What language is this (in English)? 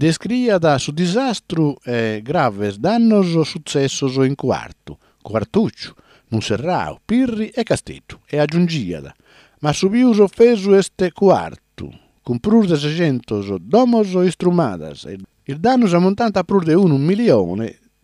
Sardinian